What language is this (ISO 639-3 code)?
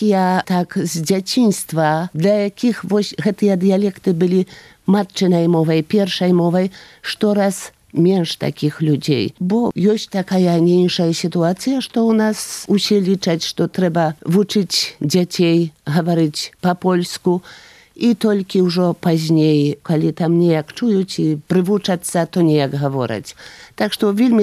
bel